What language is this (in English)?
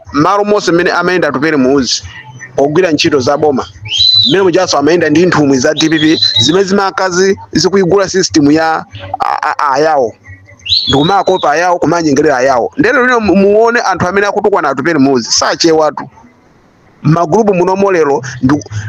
Nyanja